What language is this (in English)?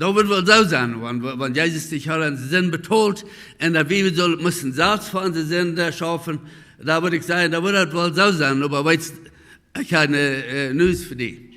Plautdietsch